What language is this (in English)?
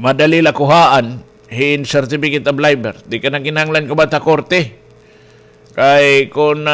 Waray